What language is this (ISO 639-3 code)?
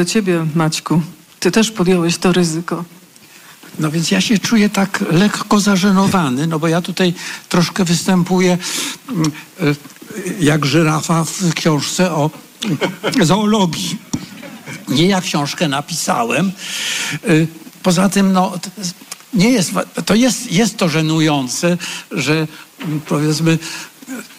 pol